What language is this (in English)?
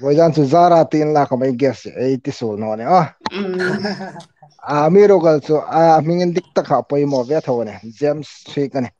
Hmar